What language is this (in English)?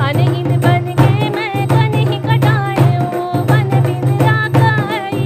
Chhattisgarhi